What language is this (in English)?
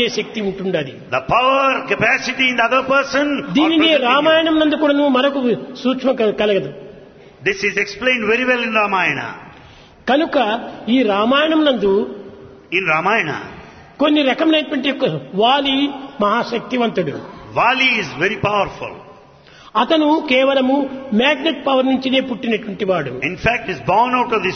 Telugu